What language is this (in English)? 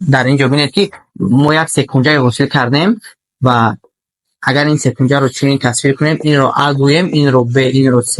Tajik